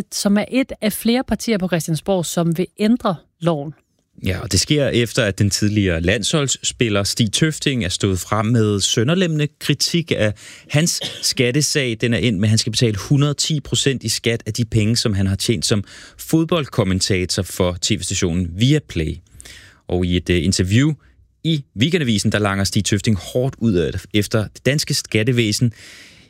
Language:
Danish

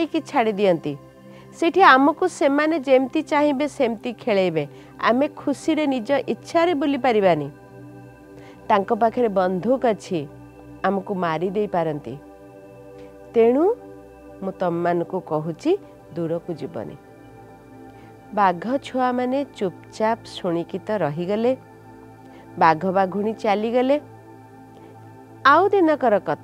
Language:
Odia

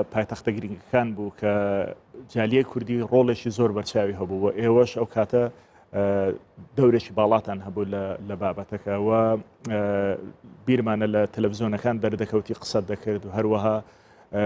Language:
Central Kurdish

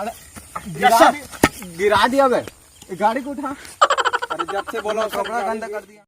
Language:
Chhattisgarhi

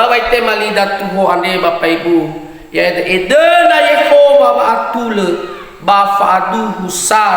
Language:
Nias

